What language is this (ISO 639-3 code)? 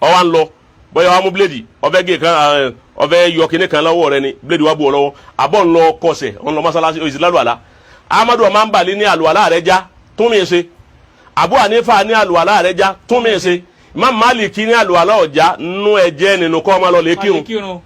yor